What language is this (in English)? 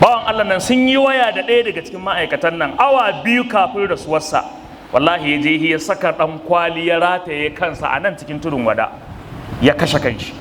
Hausa